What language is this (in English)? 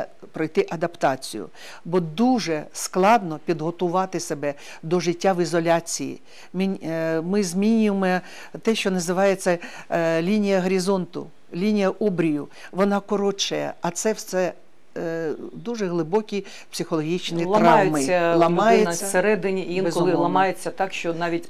Ukrainian